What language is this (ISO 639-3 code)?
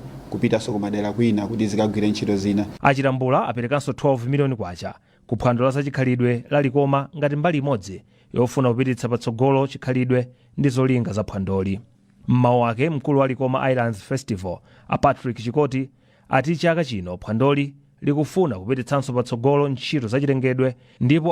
nya